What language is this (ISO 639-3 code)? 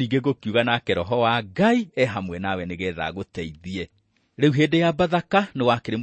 kik